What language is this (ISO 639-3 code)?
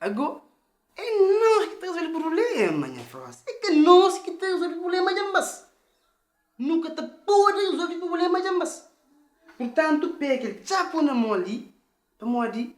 kea